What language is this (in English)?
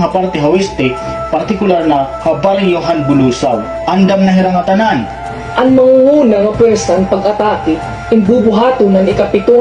Waray